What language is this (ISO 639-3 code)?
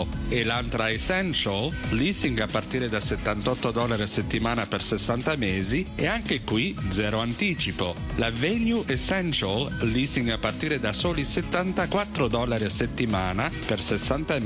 ita